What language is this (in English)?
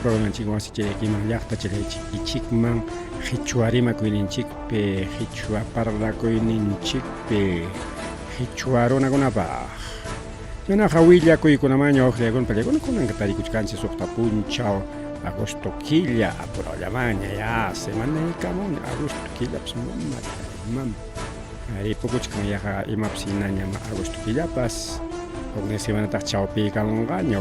Ayacucho Quechua